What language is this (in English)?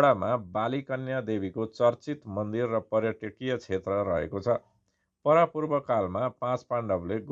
Nepali